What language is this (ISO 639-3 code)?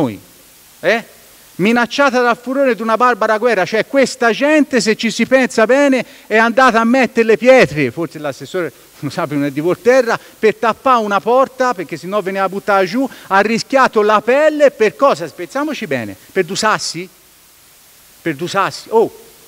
ita